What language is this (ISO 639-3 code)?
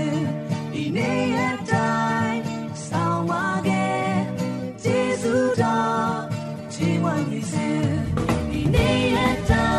mya